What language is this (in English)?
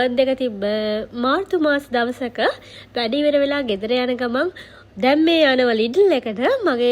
Sinhala